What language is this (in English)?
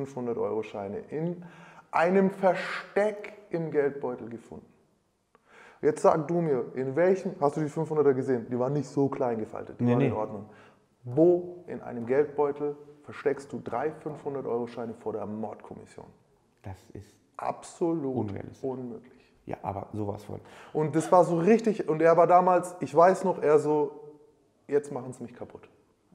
German